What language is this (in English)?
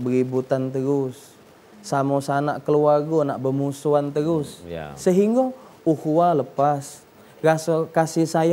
Musi